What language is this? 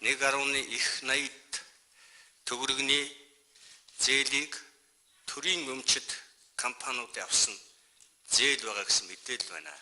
Mongolian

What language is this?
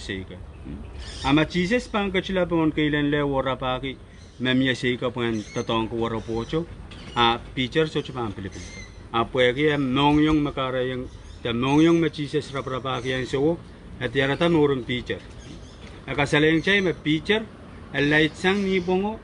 Pohnpeian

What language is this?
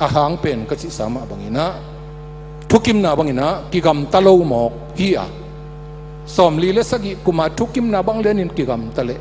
Tedim Chin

